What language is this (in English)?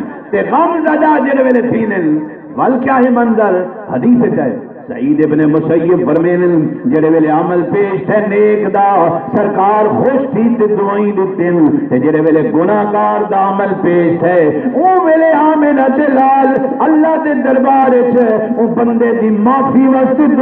Saraiki